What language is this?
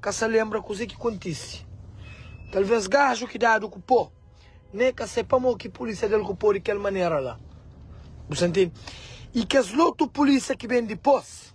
Kabuverdianu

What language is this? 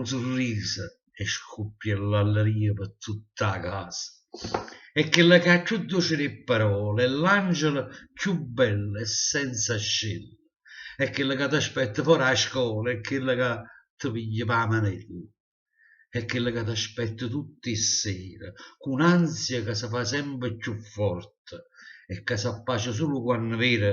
Neapolitan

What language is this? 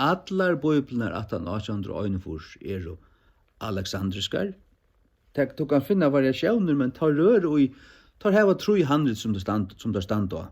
Faroese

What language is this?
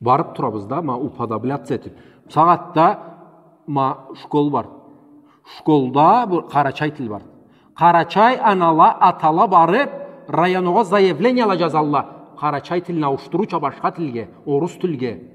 Karachay-Balkar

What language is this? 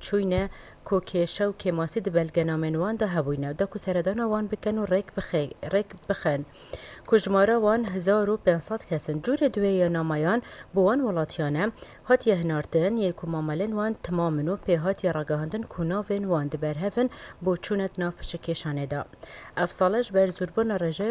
Kurdish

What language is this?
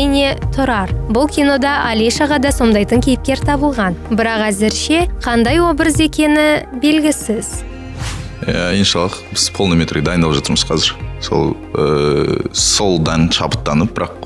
Kazakh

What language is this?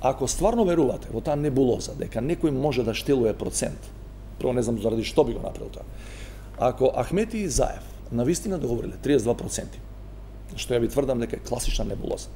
Macedonian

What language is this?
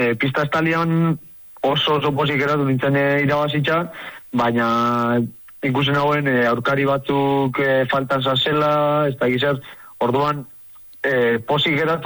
Basque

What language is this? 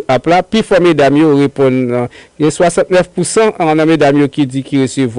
Haitian Creole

